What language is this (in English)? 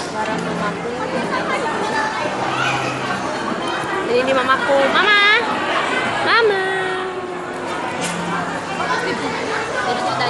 Indonesian